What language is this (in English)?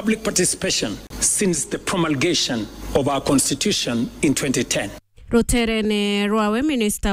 Meru